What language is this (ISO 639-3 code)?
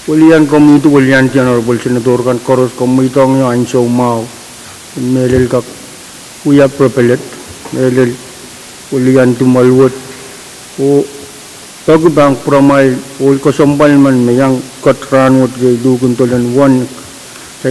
pon